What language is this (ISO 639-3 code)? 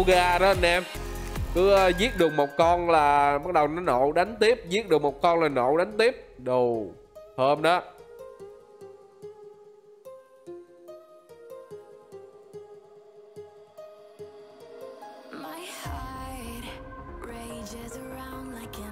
vie